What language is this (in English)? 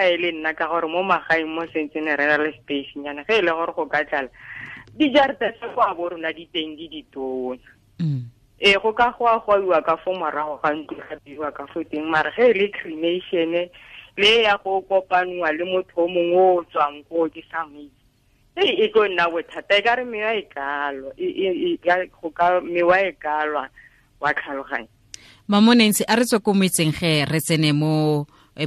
Tswana